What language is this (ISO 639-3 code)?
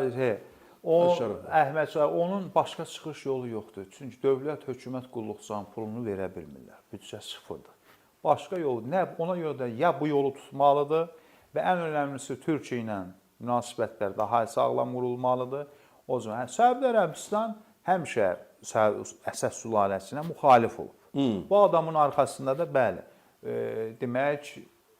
aze